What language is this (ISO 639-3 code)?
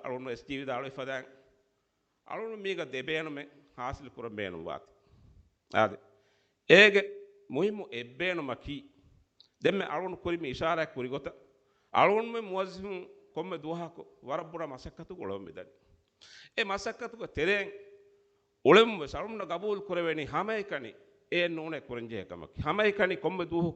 div